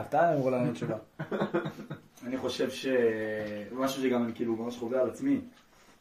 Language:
Hebrew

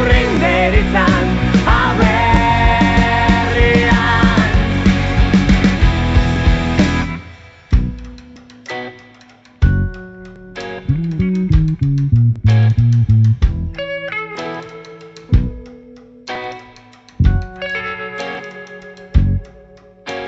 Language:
Basque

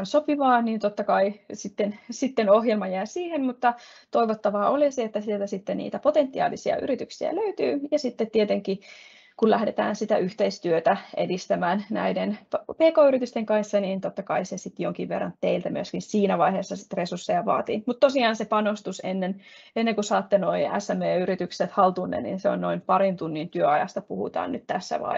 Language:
Finnish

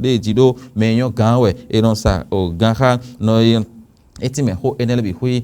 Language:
Fon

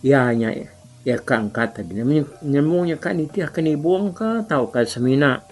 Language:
Iban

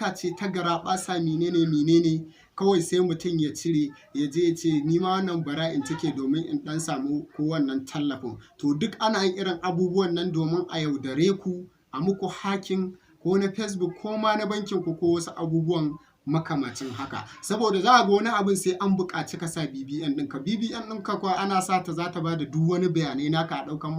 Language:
Hausa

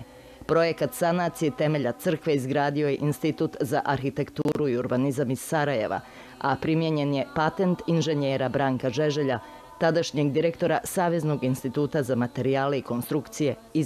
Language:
Bosnian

